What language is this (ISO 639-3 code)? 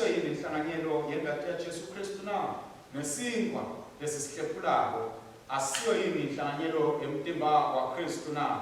ssw